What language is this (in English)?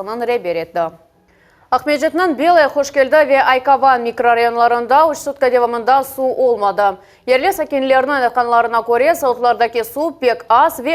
Crimean Tatar